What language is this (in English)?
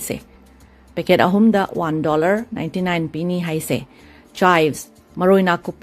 Manipuri